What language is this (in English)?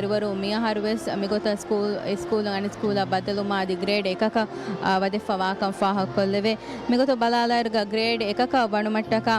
Divehi